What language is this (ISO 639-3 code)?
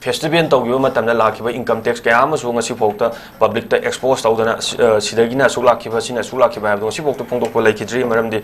mni